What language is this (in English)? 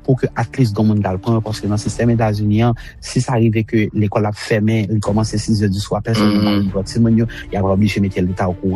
Haitian Creole